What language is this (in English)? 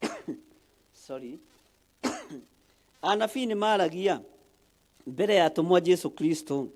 Kikuyu